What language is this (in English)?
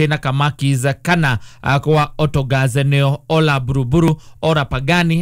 Kikuyu